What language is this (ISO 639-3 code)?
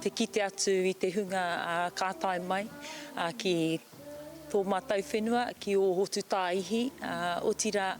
mri